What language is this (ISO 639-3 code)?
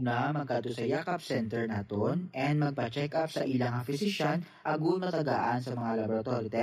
hil